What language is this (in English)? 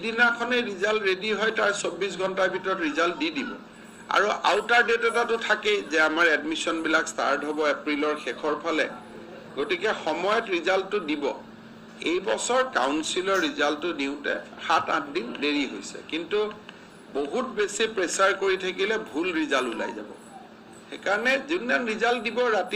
Assamese